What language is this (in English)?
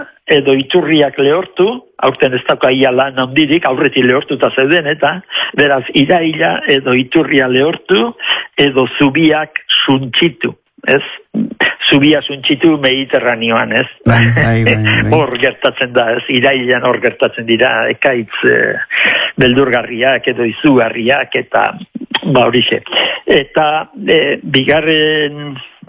Basque